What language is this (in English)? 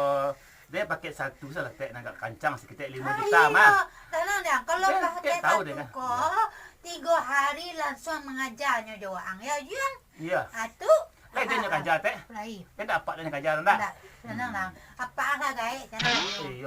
Minangkabau